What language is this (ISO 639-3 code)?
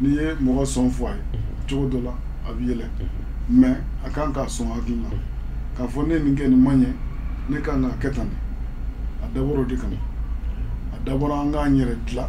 bam